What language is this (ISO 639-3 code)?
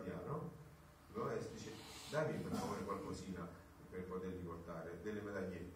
ita